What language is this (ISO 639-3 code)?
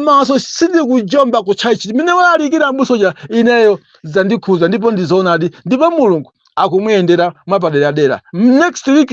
nya